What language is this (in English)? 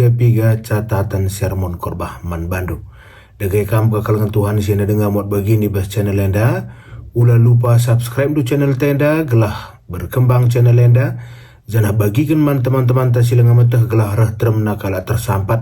Batak Karo